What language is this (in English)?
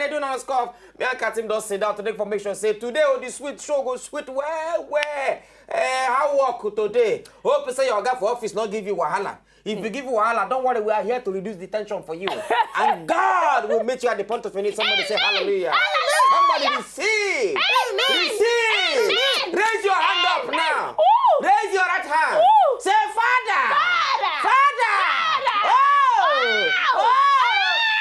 Nigerian Pidgin